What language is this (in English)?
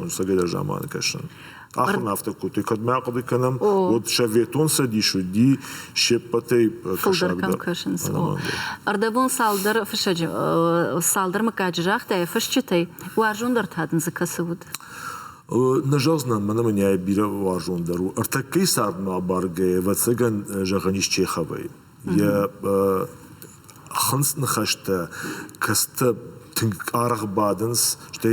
Ossetic